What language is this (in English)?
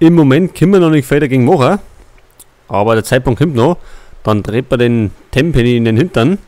Bavarian